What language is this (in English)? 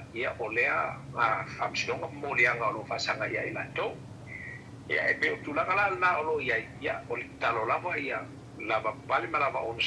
Samoan